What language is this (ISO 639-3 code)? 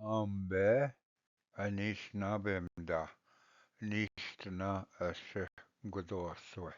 oji